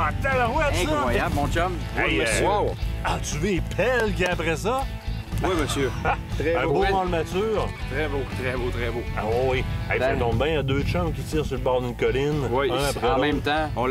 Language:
French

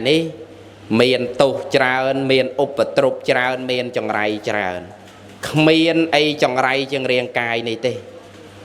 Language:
Khmer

